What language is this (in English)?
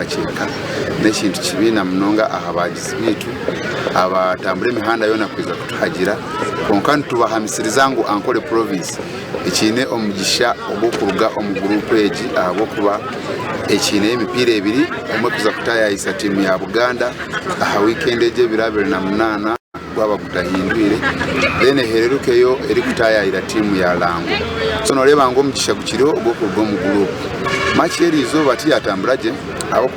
Nyankole